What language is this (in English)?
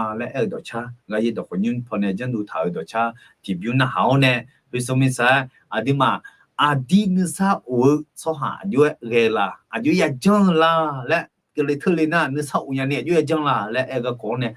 Akha